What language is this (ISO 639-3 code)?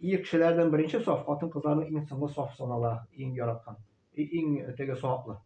tat